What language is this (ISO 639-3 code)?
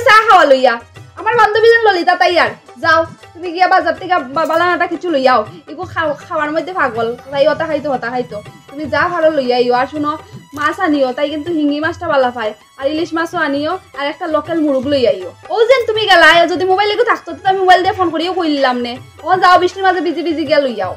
syl